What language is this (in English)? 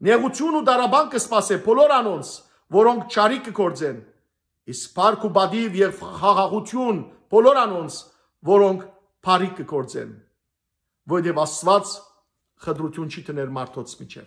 Western Armenian